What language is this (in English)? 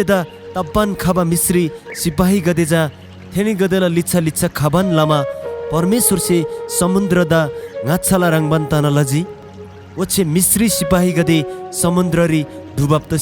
Eastern Tamang